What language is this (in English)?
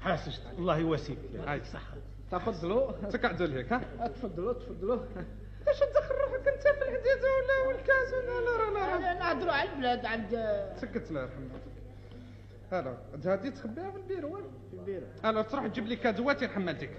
Algerian Arabic